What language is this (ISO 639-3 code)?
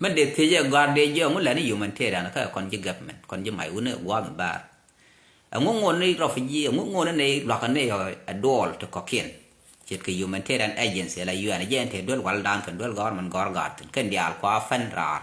nus